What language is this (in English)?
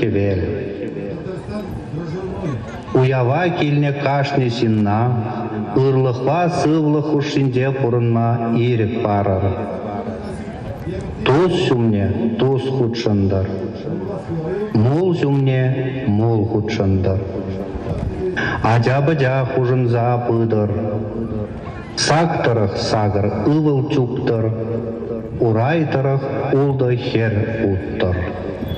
Chuvash